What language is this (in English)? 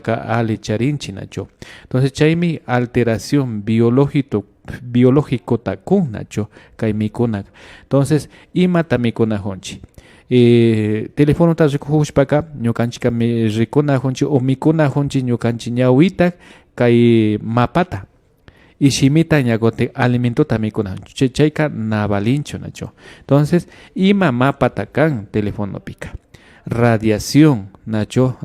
Imbabura Highland Quichua